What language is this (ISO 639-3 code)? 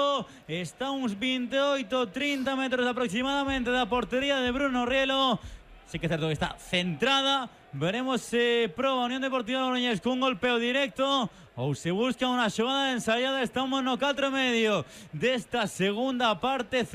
glg